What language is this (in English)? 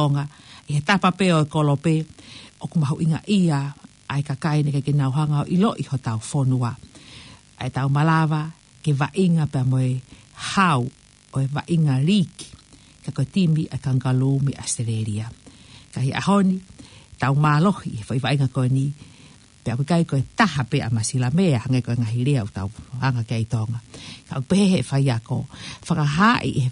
Tongan